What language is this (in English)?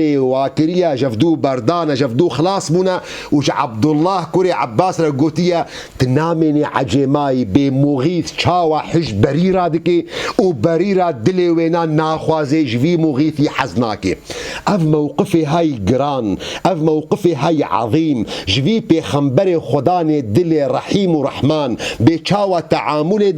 Kurdish